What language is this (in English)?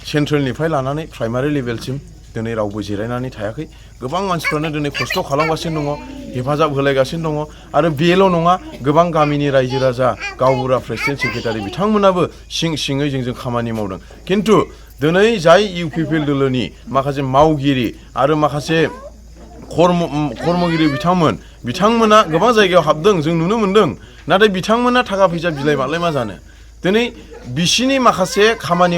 Bodo